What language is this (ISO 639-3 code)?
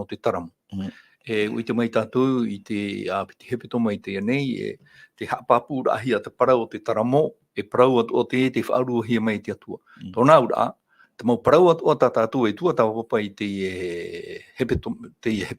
tah